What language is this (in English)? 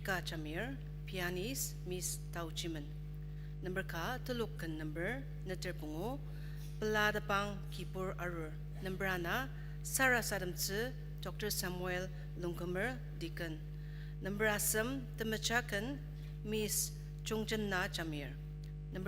Ao Naga